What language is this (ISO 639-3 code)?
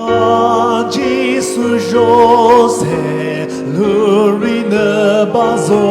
nri